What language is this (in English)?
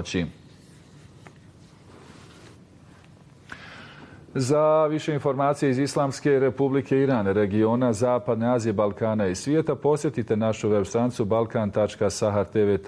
Bosnian